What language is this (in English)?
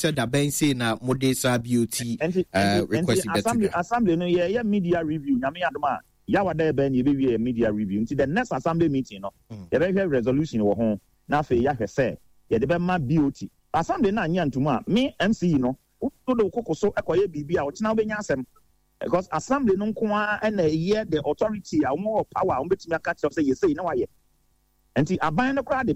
Akan